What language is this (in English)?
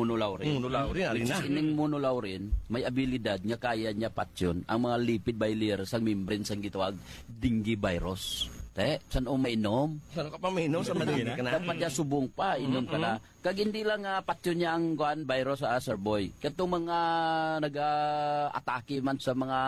Hiligaynon